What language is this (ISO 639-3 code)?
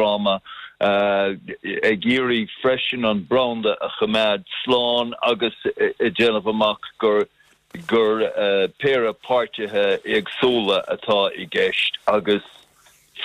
gle